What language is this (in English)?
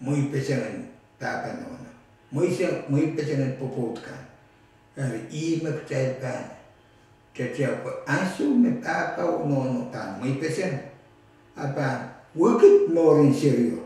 Pohnpeian